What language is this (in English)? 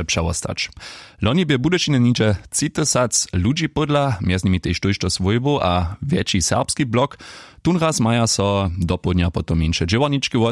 Upper Sorbian